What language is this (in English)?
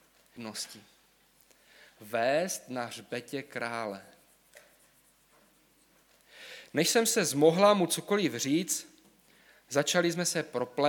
Czech